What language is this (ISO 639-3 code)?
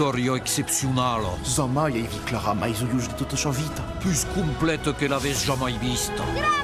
oci